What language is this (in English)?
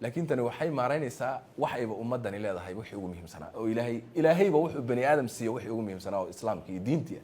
Somali